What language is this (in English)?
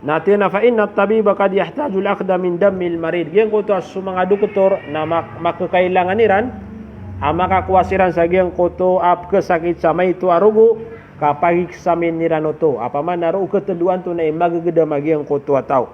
Maranao